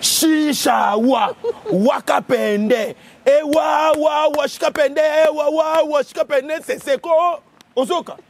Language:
Lingala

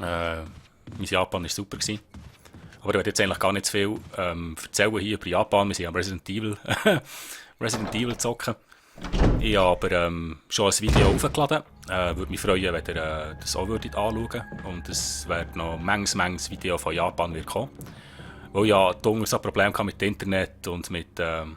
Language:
Swiss German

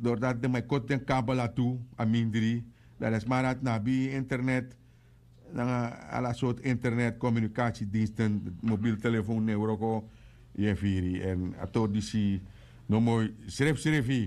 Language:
Sranan Tongo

